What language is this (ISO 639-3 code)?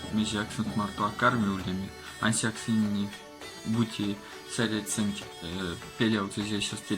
myv